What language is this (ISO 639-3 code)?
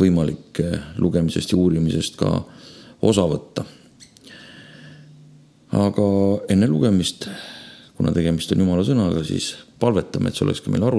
est